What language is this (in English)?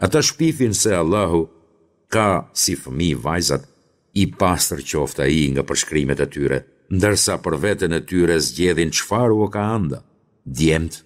Albanian